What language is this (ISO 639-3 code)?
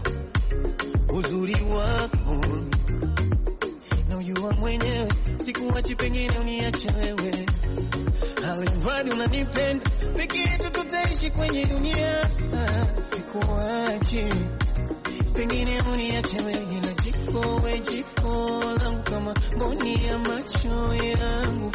swa